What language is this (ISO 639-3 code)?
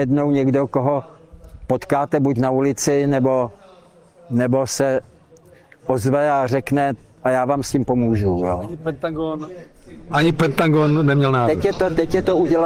ces